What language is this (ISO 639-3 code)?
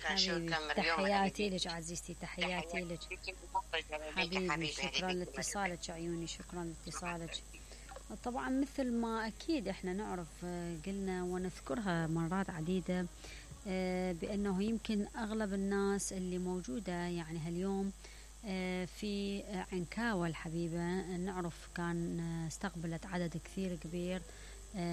acm